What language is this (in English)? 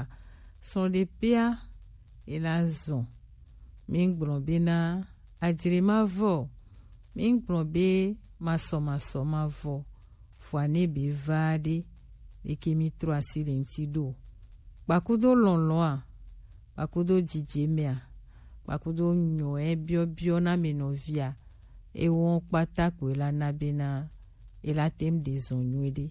Gen